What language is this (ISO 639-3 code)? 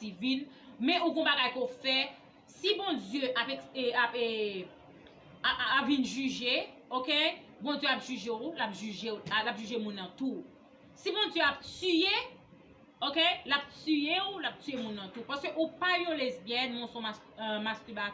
hat